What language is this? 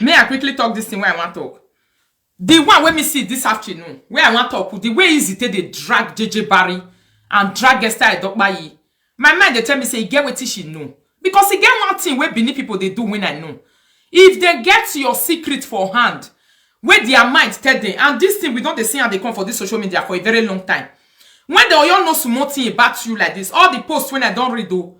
Nigerian Pidgin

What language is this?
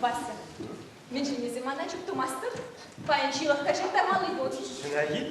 Chuvash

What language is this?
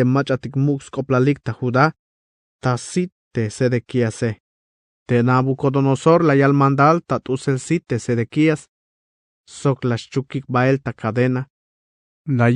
Tzeltal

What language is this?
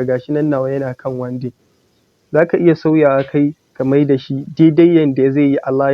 Hausa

